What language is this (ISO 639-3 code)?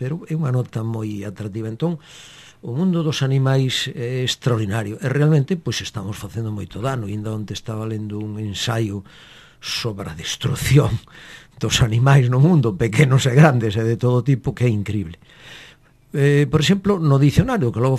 glg